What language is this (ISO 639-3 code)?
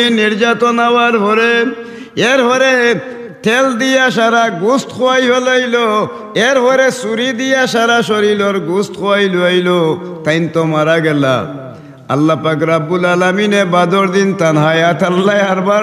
syl